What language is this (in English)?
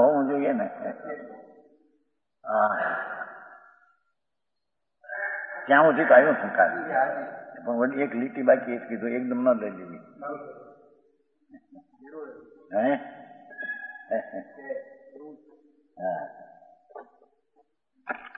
Gujarati